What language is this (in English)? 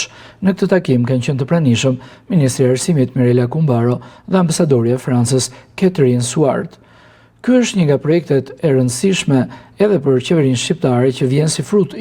Albanian